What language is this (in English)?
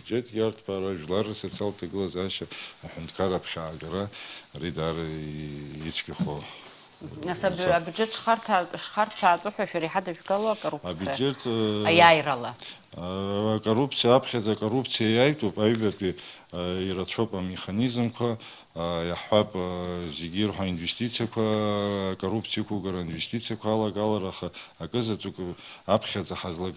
Abkhazian